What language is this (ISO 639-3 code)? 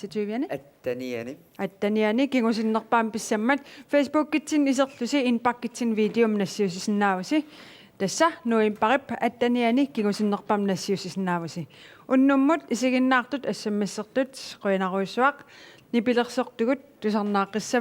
kal